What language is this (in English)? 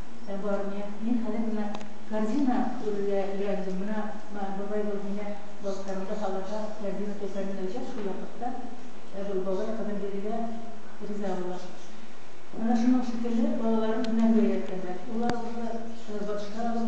Bashkir